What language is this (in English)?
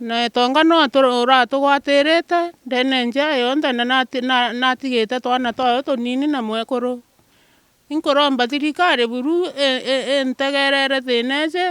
Meru